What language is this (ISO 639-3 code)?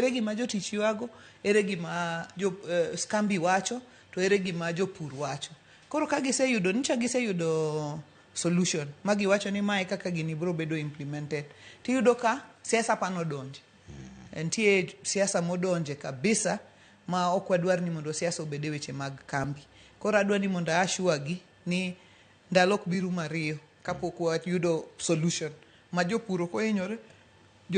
luo